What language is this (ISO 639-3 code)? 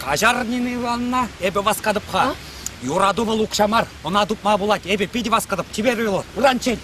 chv